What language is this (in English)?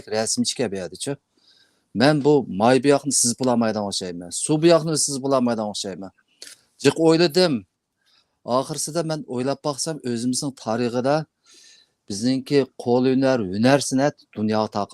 Uyghur